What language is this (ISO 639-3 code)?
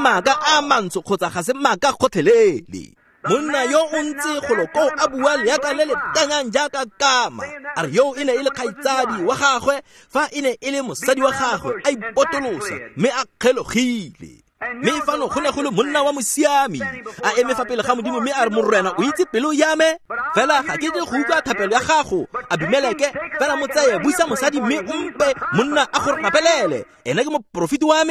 tsn